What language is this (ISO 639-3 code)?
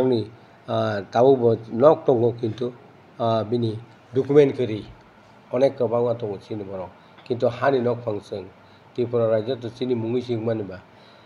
trp